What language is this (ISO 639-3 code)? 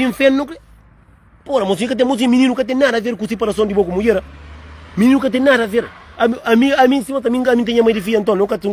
kea